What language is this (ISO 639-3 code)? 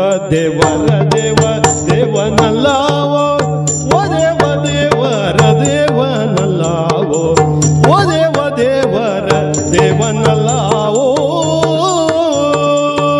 kan